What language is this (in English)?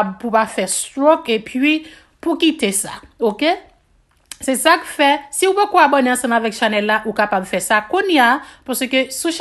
Haitian Creole